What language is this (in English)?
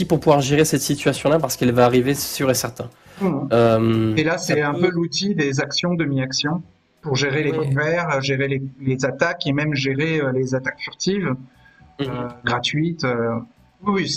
French